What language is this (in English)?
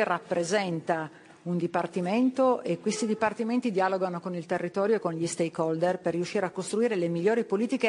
Italian